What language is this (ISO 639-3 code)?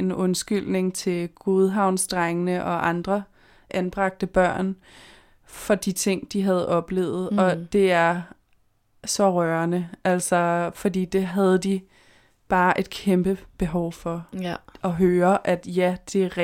dan